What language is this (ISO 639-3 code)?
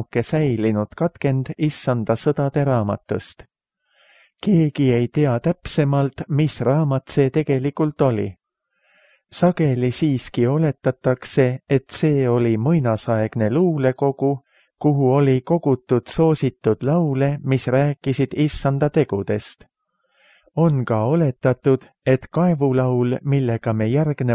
est